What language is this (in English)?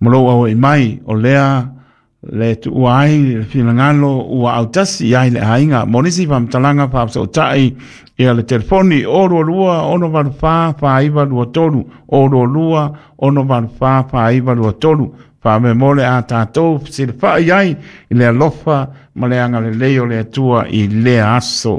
Samoan